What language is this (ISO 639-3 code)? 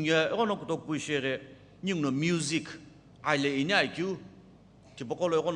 nsm